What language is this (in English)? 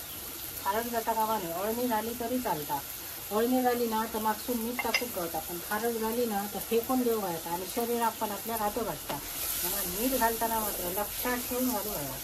Konkani